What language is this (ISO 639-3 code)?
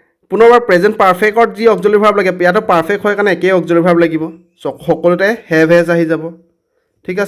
asm